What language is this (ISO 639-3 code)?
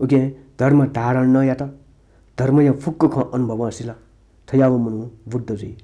new